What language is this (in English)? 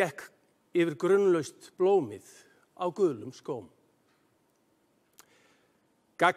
Icelandic